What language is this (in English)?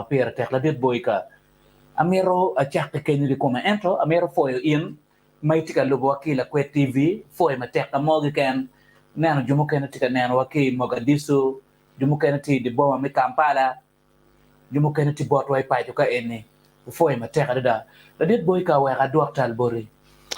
Acoli